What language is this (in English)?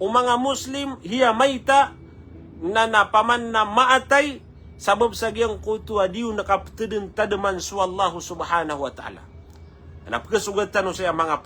Maranao